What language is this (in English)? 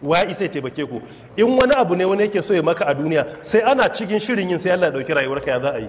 Hausa